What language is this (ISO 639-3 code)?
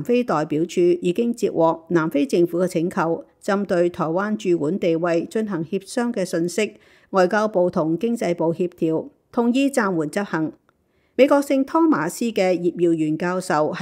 yue